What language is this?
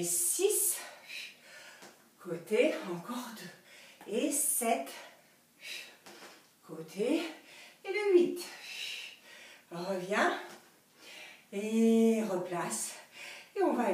French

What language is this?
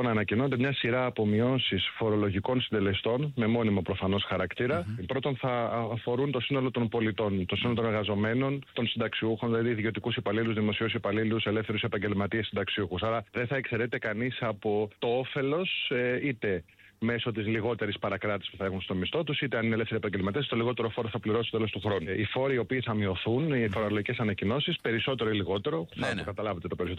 Greek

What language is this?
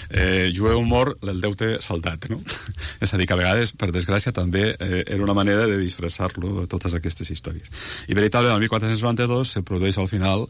Catalan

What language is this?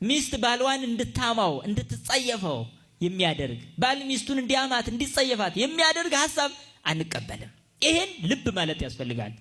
Amharic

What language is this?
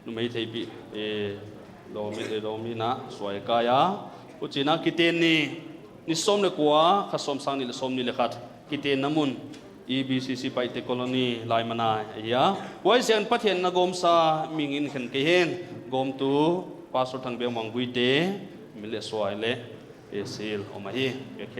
Paite Chin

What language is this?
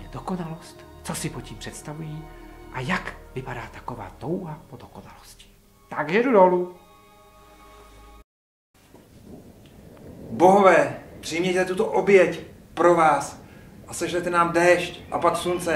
Czech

